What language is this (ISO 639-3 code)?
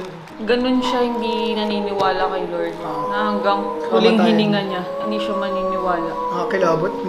fil